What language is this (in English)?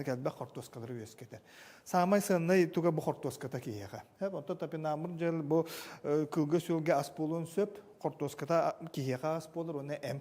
Yakut